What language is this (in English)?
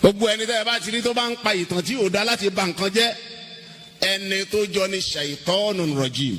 Yoruba